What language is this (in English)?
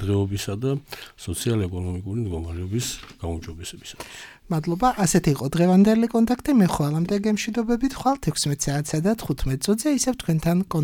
Georgian